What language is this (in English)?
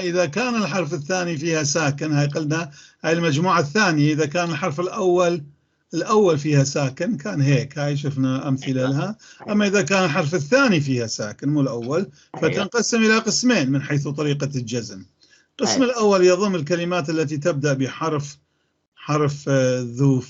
North Levantine Arabic